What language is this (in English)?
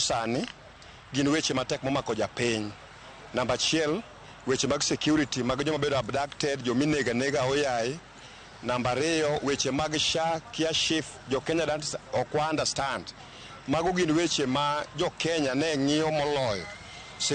Luo (Kenya and Tanzania)